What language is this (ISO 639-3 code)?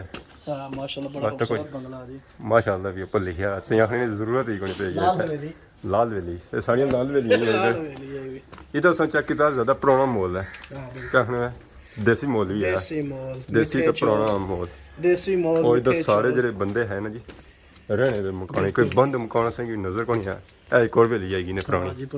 phr